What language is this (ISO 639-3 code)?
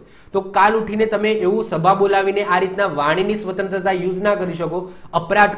guj